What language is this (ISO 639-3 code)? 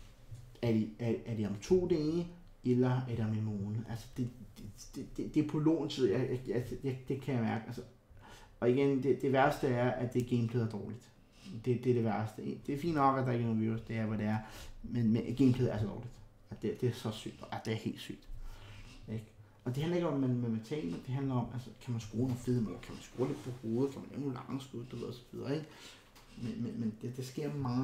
dan